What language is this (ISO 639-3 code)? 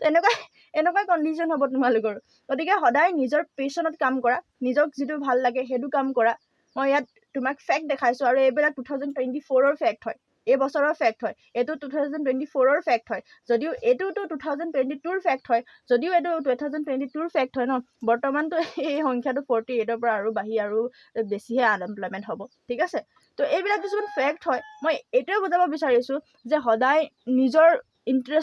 asm